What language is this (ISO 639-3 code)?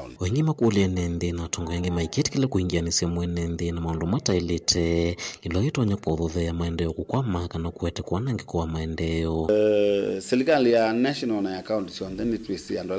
kam